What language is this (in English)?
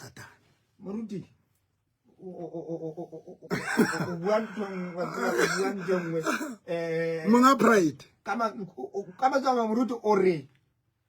Southern Sotho